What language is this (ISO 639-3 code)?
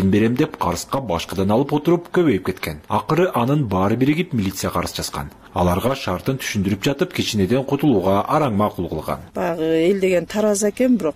kir